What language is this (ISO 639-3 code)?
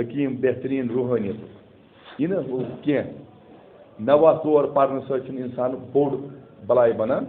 kas